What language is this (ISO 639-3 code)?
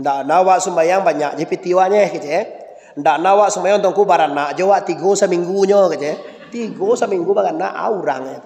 min